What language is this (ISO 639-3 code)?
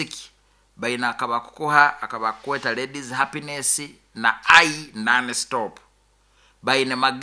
nyo